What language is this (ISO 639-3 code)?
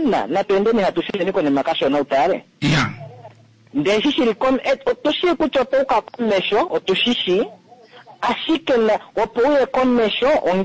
kua